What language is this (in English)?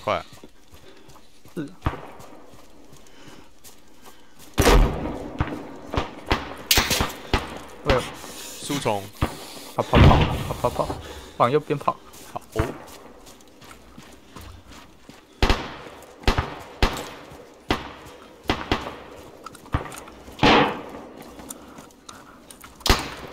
Chinese